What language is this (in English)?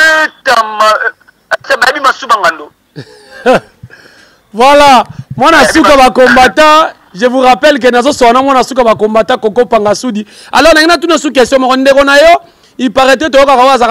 Lingala